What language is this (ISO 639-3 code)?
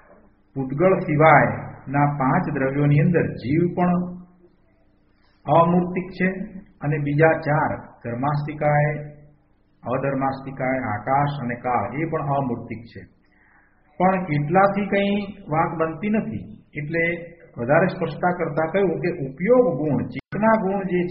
guj